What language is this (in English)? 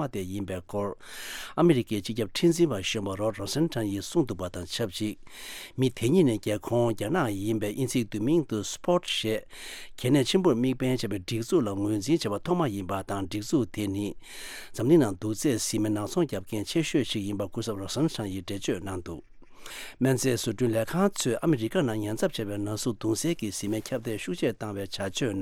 Tibetan